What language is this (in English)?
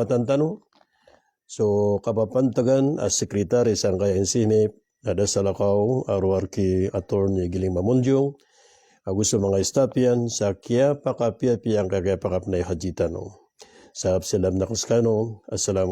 Maranao